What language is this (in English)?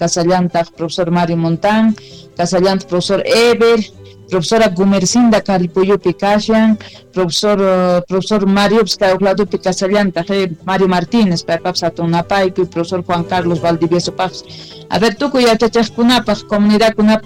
South Bolivian Quechua